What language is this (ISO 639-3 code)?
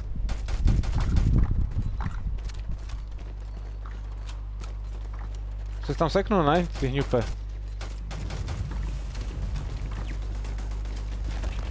ces